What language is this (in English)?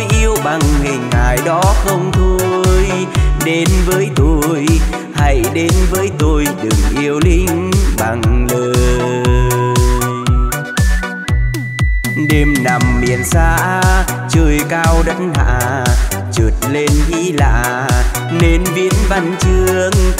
Vietnamese